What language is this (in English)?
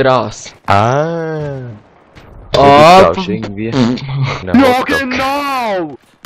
Swiss German